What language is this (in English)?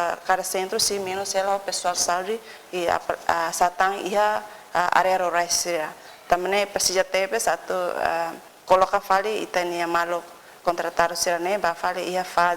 Tetum